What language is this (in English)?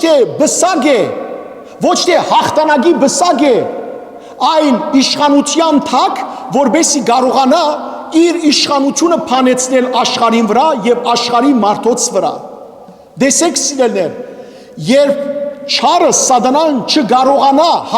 Western Armenian